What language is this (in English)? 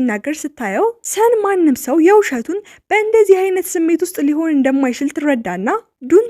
Amharic